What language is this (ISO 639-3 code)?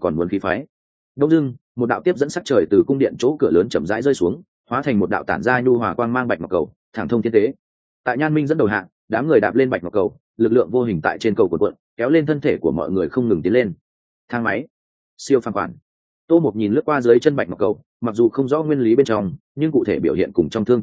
vie